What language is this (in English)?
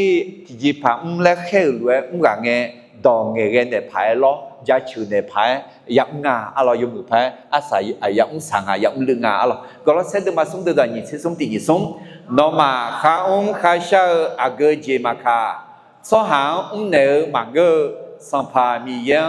Akha